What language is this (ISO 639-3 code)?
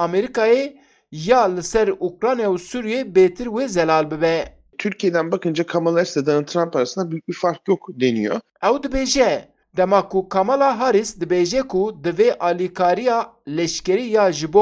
kur